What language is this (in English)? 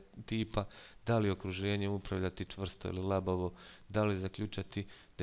Bosnian